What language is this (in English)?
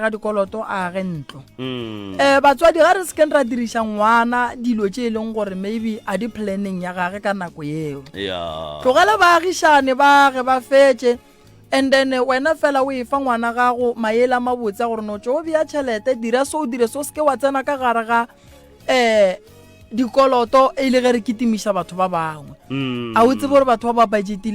Northern Sotho